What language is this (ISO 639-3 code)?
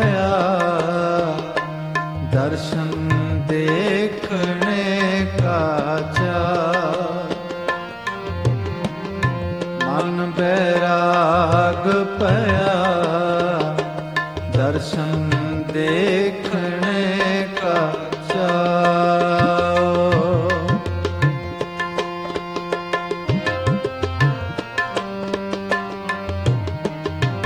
pan